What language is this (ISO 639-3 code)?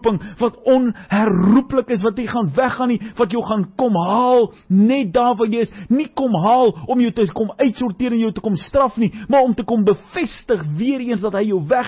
afr